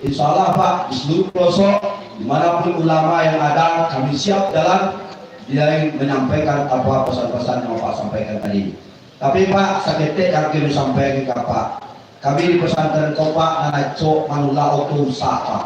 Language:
Minangkabau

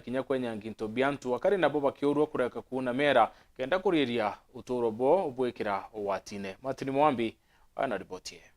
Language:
Meru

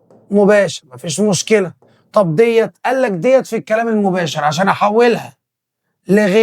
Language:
Egyptian Arabic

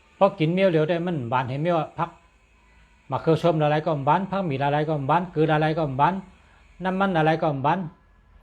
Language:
Shan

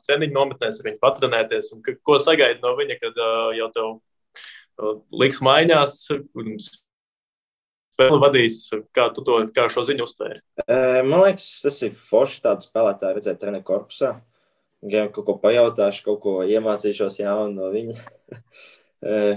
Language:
Latvian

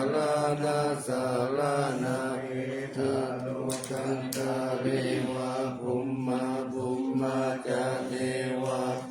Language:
Pali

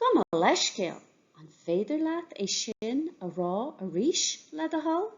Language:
Irish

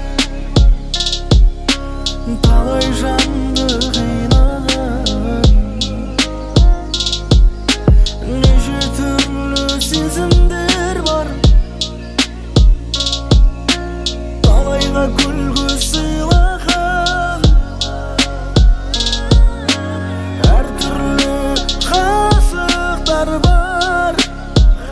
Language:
Kazakh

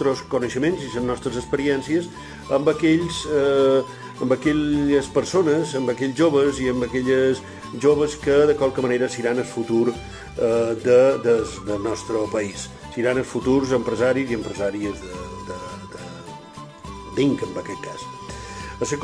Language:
Catalan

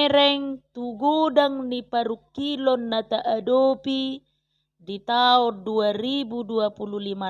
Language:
Batak Toba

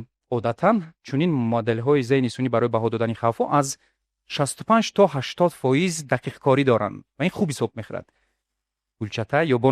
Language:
Tajik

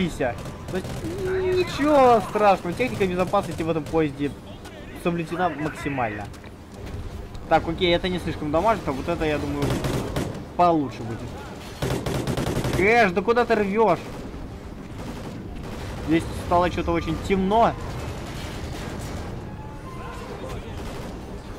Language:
Russian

